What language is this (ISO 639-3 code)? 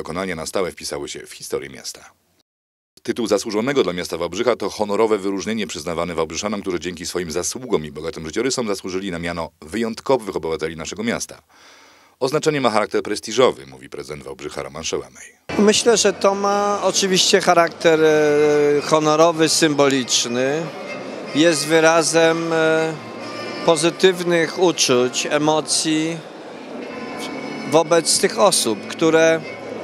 pol